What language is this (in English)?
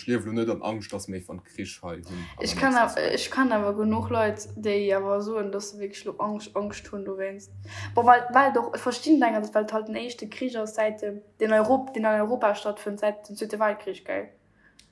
Luxembourgish